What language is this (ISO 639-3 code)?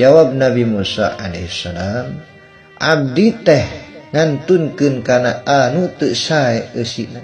sun